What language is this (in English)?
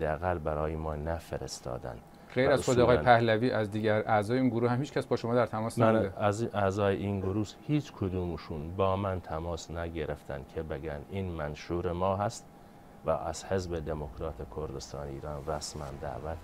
Persian